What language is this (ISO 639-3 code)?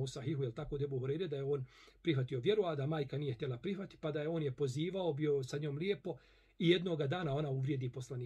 bos